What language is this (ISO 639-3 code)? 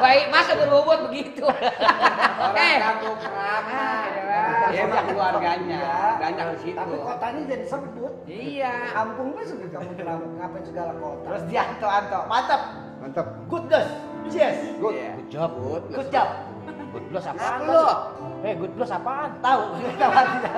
bew